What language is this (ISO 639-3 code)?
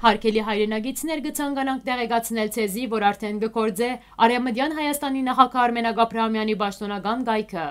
hyw